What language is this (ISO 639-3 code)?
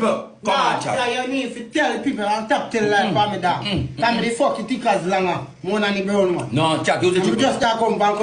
jam